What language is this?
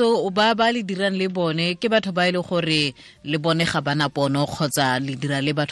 Tswana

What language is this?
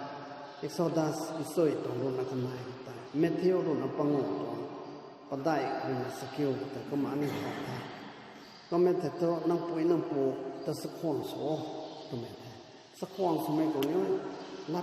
Rongmei Naga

